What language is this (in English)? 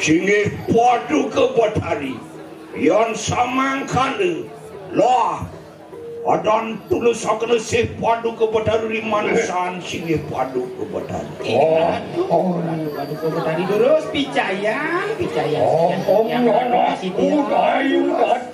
Balinese